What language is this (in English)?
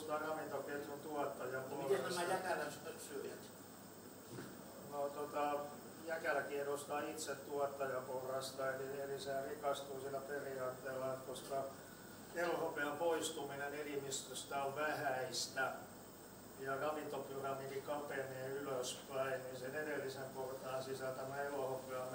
Finnish